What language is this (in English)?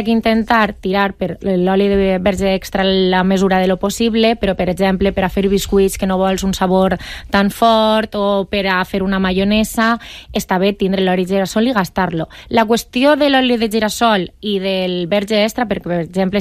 Catalan